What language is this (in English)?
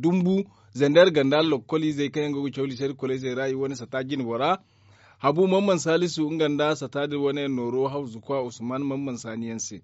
Zarma